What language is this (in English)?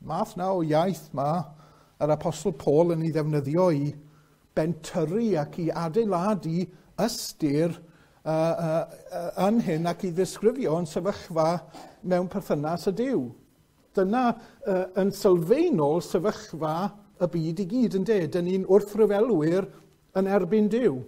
Welsh